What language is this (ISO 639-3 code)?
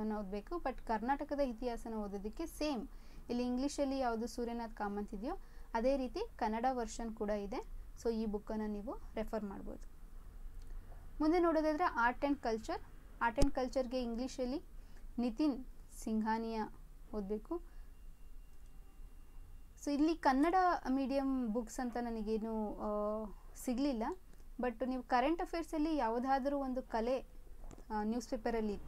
kan